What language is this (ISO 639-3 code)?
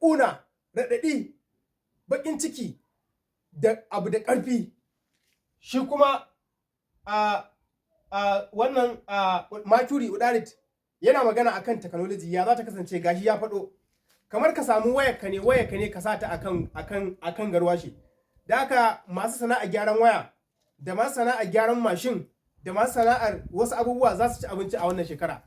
hau